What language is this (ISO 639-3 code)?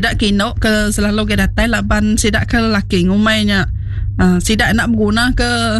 iba